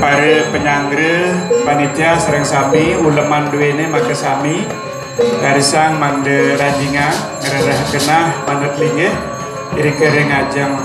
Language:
Balinese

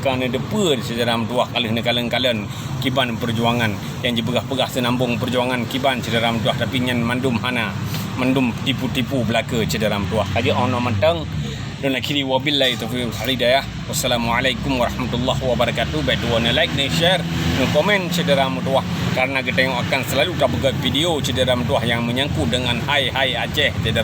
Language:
Achinese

